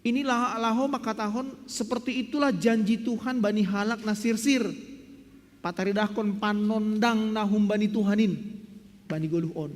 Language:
Batak Simalungun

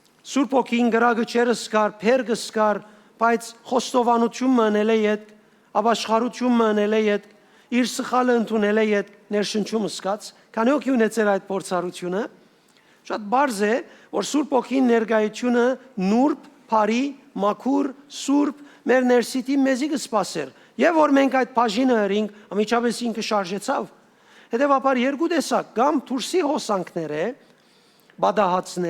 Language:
Western Armenian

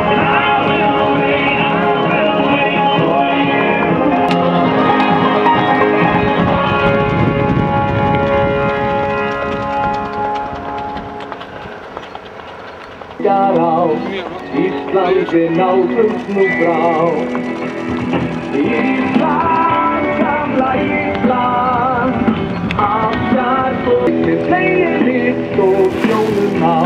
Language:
Icelandic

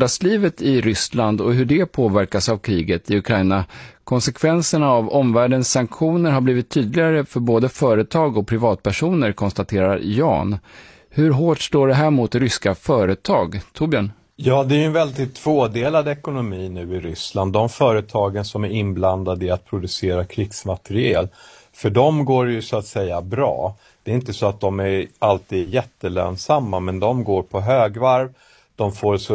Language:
Swedish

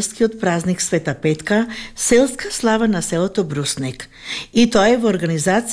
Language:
Macedonian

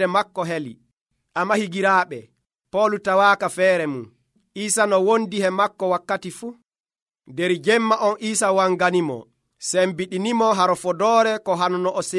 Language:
Nigerian Fulfulde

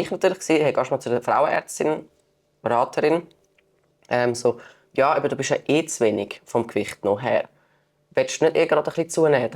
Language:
Swiss German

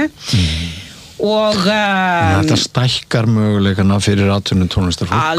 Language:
Icelandic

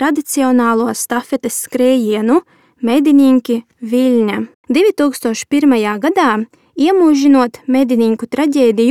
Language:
Latvian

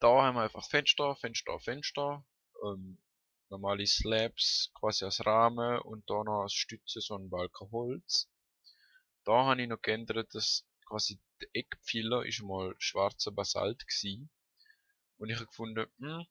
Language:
Swiss German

